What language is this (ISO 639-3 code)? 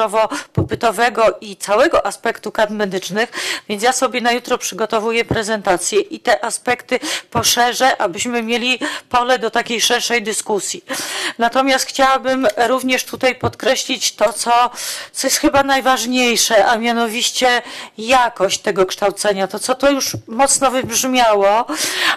pol